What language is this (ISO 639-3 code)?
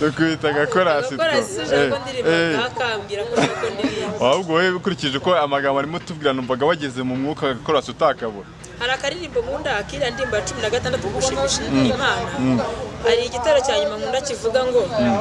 kin